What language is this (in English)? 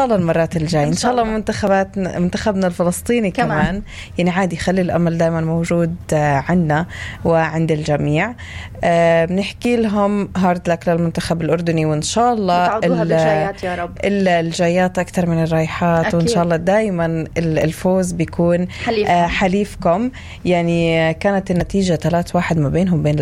North Levantine Arabic